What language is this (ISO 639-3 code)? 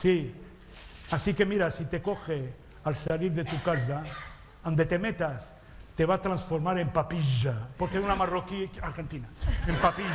lad